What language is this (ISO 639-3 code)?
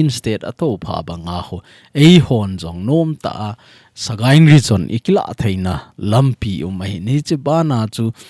tcz